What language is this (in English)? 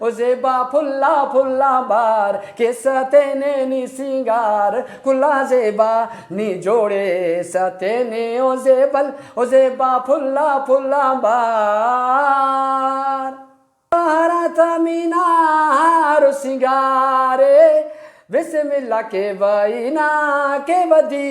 Brahui